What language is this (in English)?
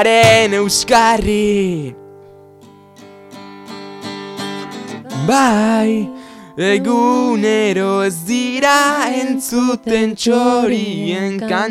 Basque